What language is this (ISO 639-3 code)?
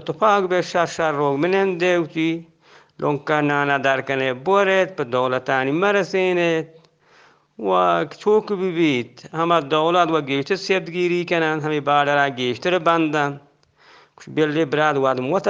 bgp